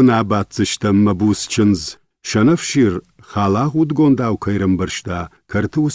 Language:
Ossetic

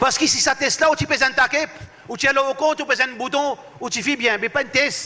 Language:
Morisyen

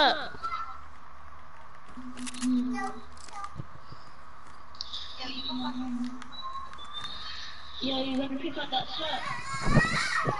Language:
English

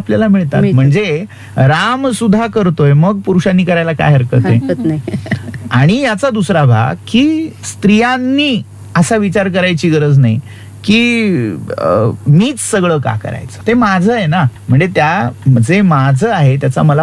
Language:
Marathi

